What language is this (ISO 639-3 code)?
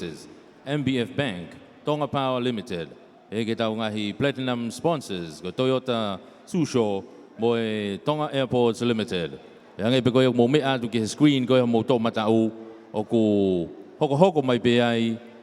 ton